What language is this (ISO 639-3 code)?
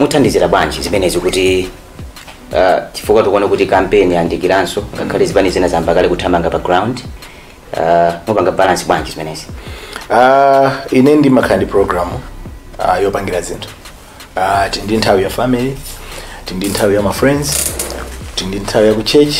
nya